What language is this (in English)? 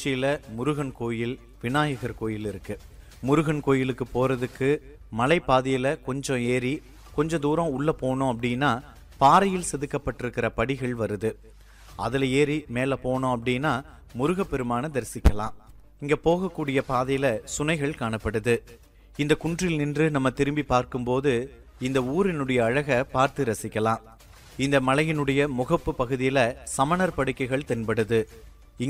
Tamil